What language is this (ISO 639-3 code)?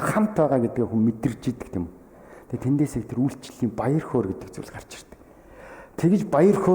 mon